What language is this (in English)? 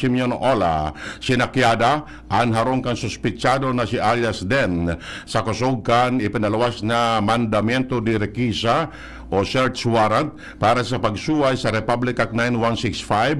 Bikol